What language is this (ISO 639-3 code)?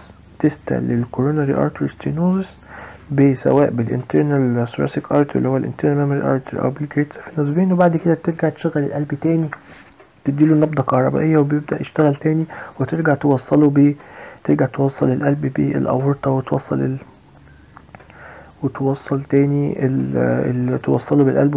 arz